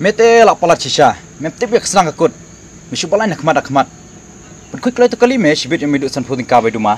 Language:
Khasi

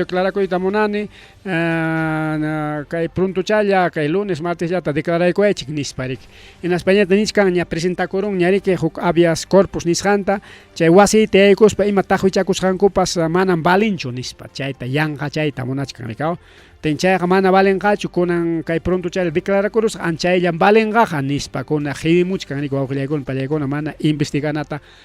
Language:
Ayacucho Quechua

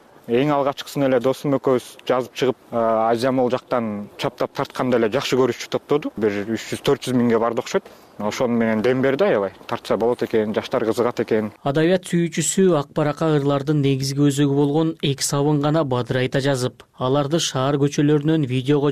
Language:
Kyrgyz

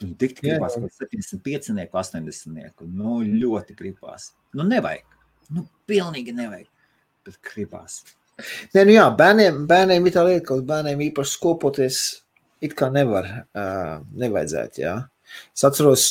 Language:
Latvian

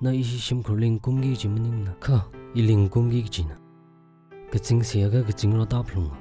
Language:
Tangkhul Naga (India)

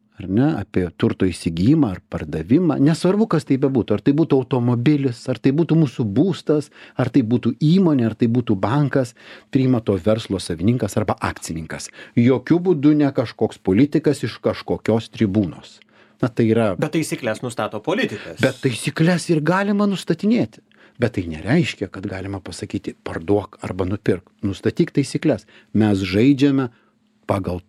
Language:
Lithuanian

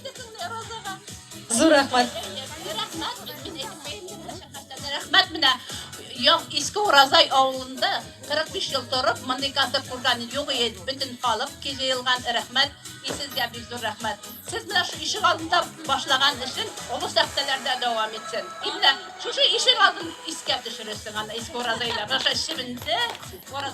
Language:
Tatar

